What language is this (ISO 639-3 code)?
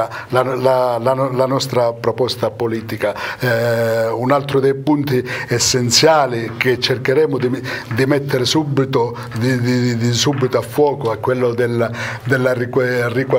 ita